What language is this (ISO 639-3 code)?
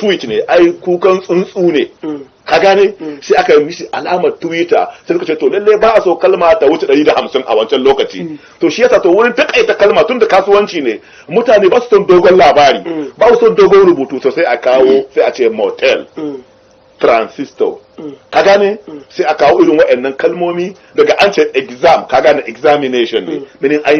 hau